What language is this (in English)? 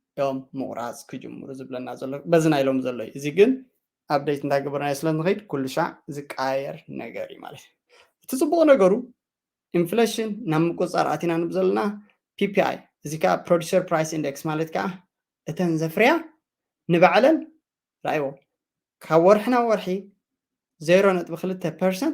Tigrinya